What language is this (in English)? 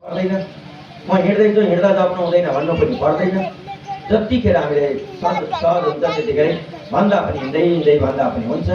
Nepali